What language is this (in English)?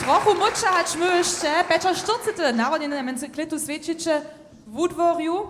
Upper Sorbian